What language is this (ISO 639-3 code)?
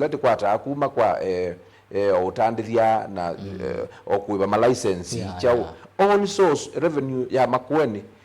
kam